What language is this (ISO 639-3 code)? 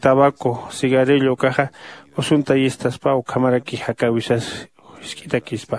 aym